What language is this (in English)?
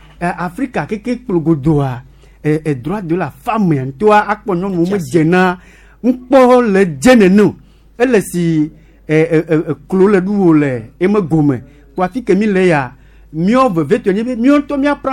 Gen